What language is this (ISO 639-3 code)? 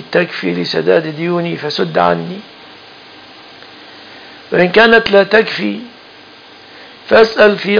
ara